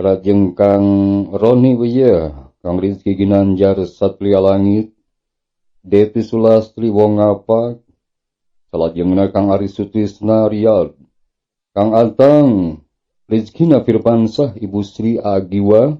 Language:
Sundanese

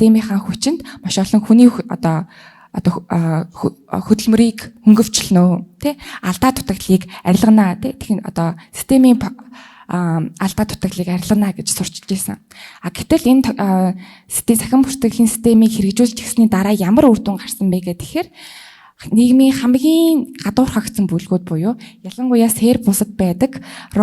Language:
Mongolian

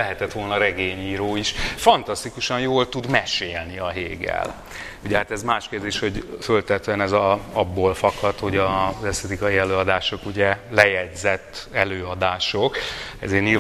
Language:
Hungarian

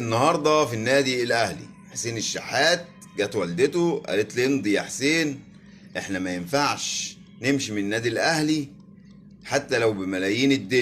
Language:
Egyptian Arabic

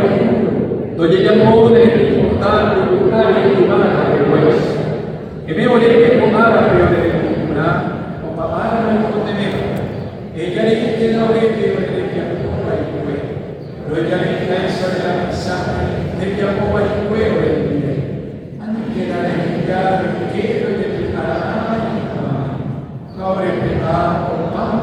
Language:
Guarani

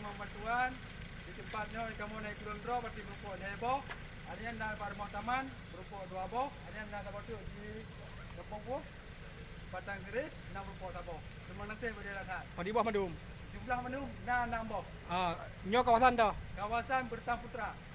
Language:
Achinese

